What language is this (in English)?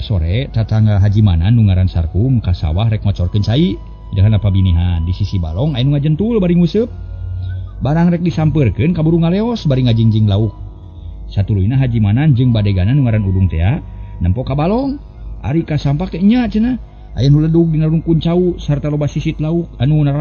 Sundanese